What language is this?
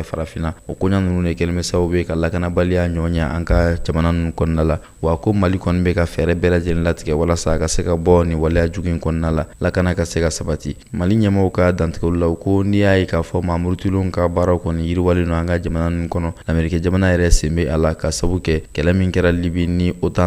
Bambara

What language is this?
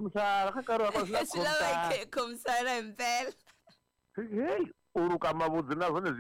Tsonga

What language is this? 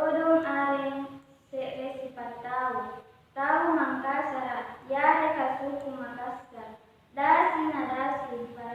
Makasar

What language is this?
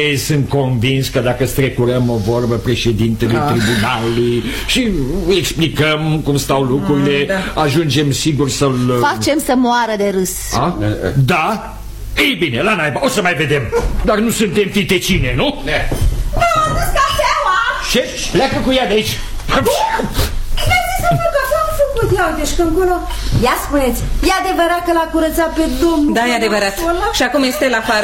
Romanian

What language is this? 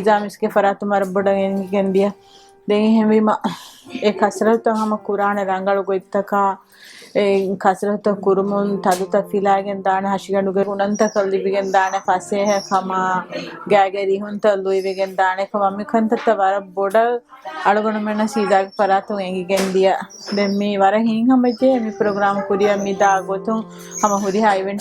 Divehi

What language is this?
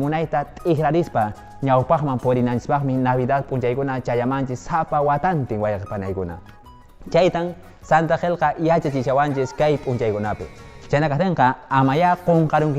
Quechua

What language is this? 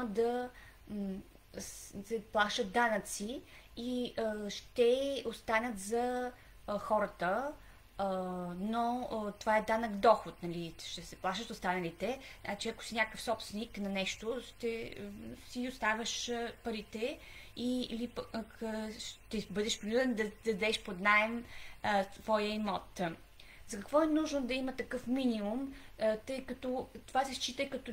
Bulgarian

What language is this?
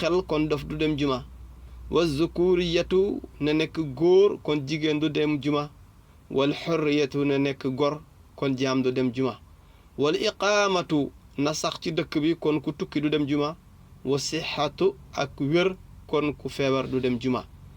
Wolof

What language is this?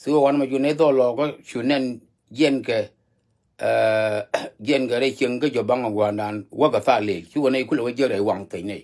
Nuer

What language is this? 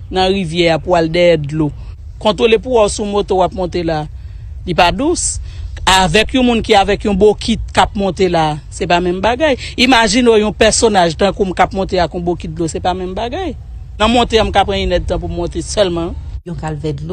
Haitian Creole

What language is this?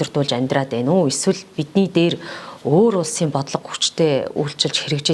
Mongolian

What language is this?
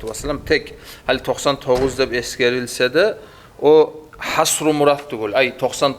Kumyk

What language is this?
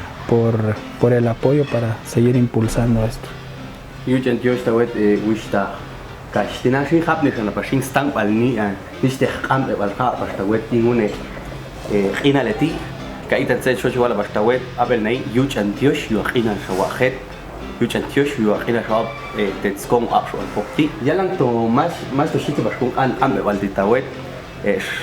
Popti'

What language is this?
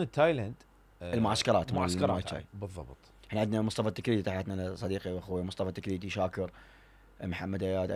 Mesopotamian Arabic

